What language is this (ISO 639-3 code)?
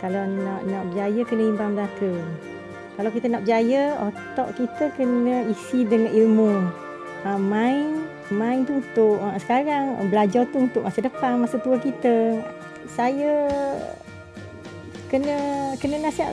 msa